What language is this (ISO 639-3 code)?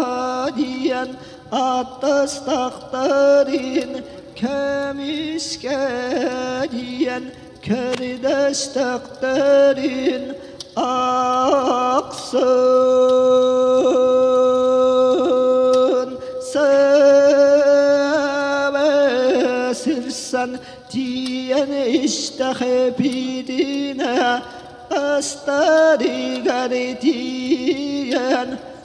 sah